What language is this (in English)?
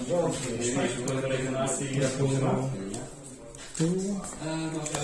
Polish